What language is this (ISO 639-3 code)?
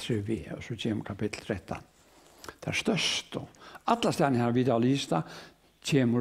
fao